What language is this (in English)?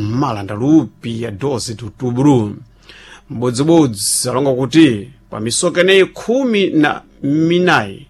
Sena